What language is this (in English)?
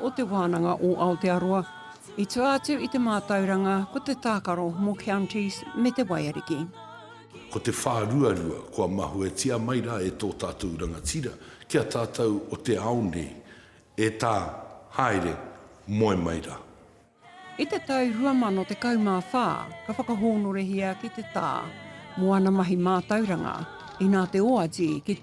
Māori